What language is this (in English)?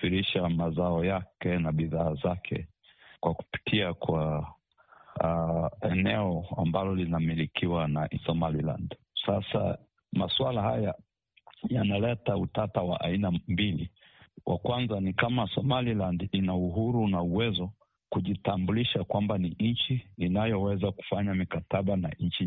Swahili